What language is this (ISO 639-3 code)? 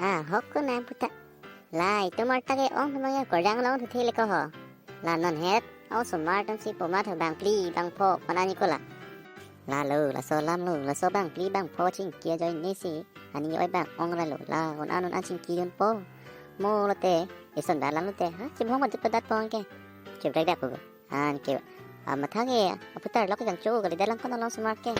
mjw